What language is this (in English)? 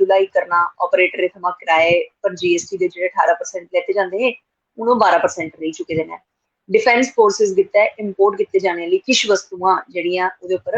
Dogri